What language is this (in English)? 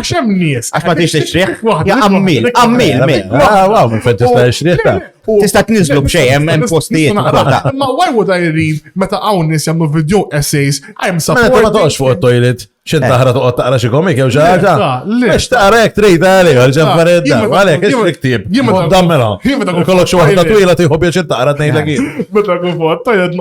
Maltese